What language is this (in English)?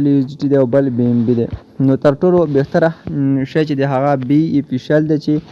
Pashto